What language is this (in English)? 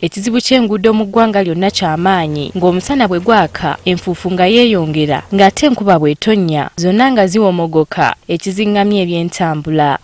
Ganda